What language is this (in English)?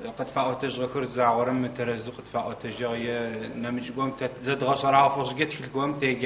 Adyghe